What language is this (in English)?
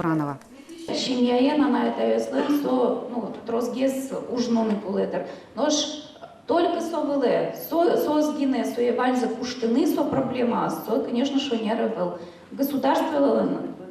Udmurt